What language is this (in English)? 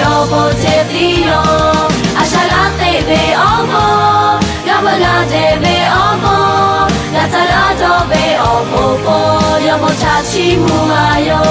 Lahu